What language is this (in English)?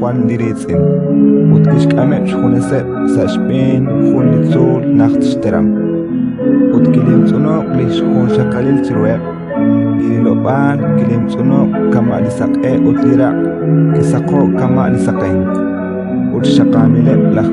Kekchí